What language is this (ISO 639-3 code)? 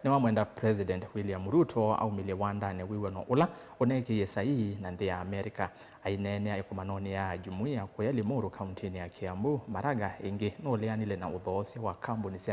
kam